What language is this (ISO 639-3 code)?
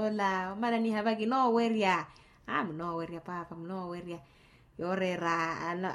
vmw